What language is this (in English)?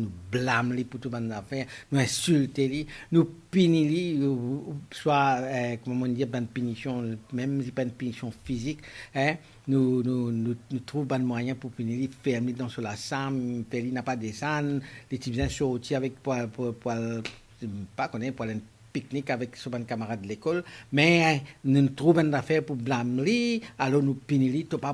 Morisyen